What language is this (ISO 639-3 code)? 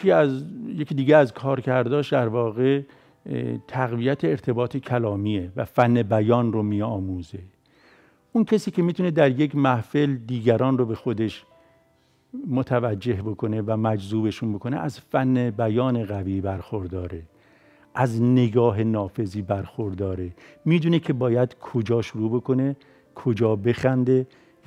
fas